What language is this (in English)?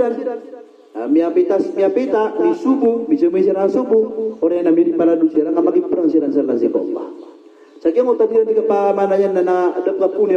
Maranao